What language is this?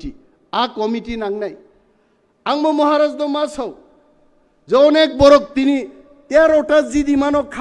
Kok Borok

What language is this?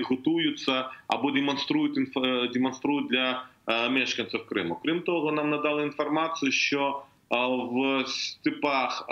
Ukrainian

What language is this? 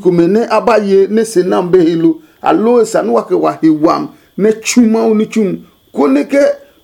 Adangme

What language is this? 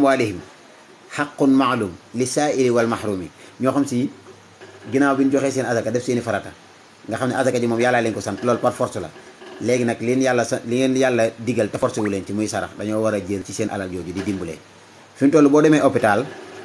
Wolof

